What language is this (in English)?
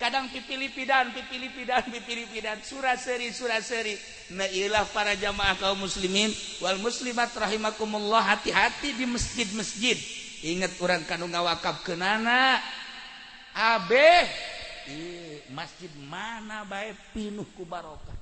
Sundanese